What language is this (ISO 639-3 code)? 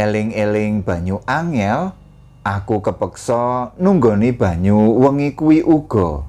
jav